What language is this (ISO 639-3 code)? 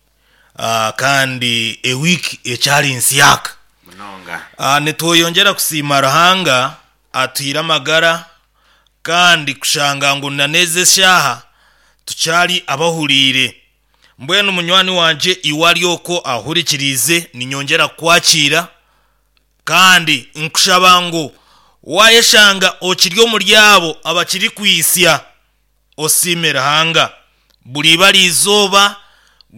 nyo